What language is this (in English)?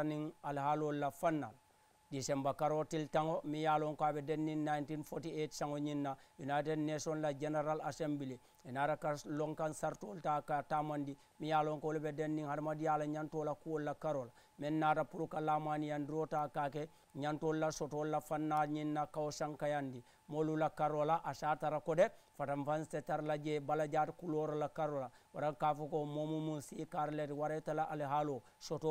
Mandingo